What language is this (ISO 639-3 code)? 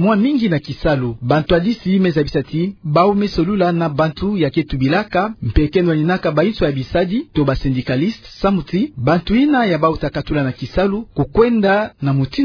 ktu